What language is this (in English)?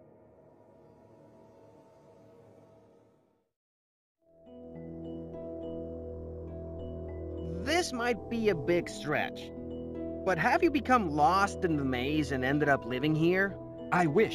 English